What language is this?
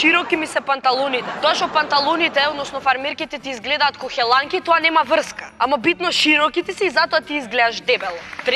Macedonian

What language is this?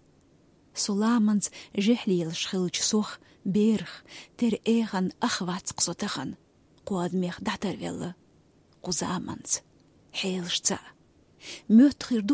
Chechen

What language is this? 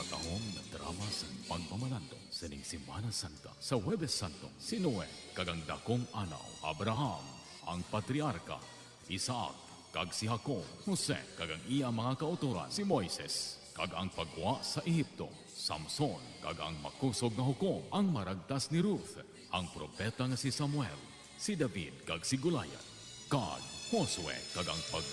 Hiligaynon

